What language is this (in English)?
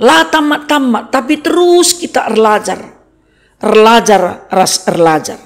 Batak Karo